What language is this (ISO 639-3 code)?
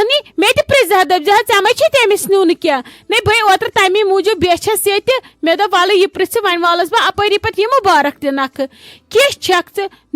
kas